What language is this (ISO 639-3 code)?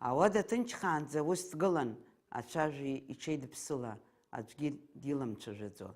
abk